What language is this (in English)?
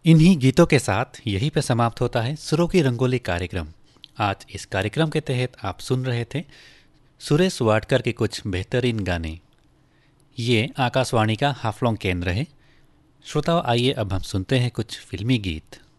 Hindi